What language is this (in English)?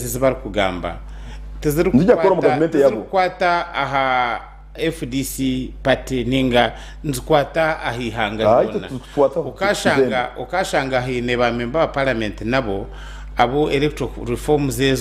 Nyankole